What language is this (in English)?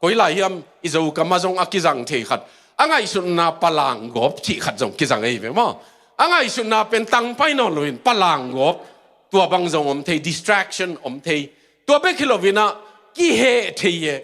Tedim Chin